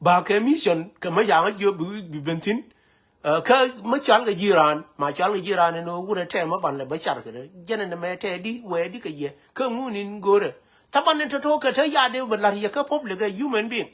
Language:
Nuer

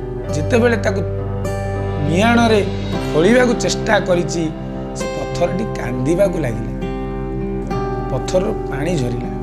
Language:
Odia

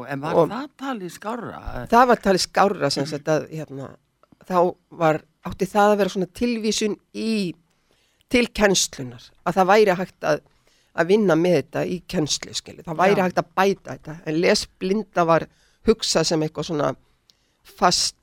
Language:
Icelandic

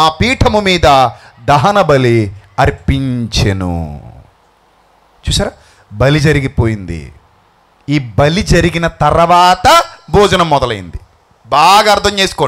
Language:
Telugu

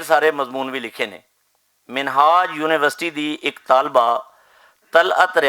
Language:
Western Panjabi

